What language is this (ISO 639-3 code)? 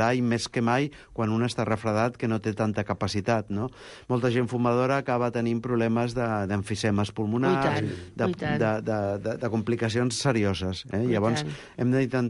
cat